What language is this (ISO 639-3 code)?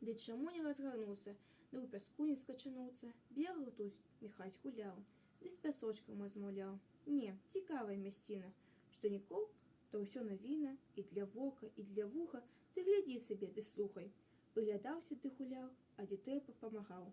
bel